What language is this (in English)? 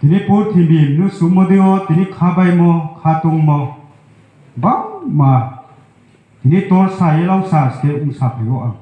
Riang (India)